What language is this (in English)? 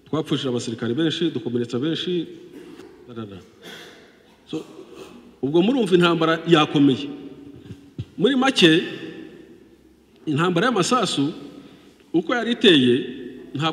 Kinyarwanda